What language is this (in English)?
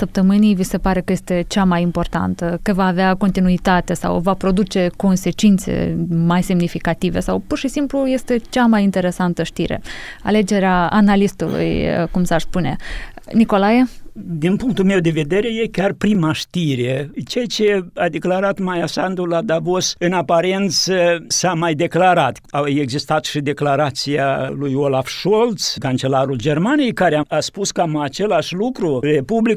Romanian